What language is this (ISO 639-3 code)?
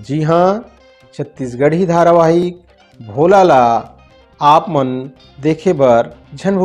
hne